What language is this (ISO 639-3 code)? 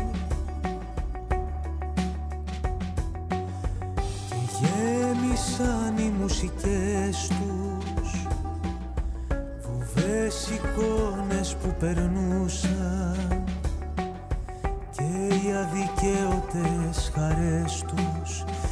ell